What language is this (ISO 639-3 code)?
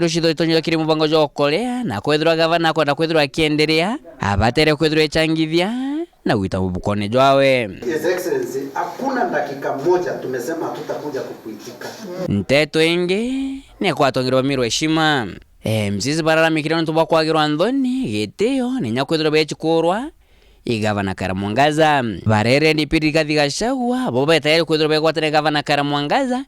mer